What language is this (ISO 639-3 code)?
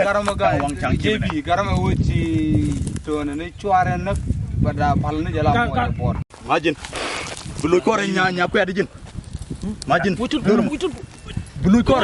nus